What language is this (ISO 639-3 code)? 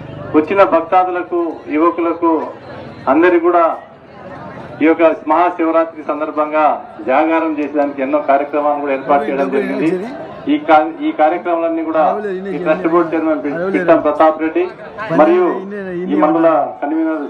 tel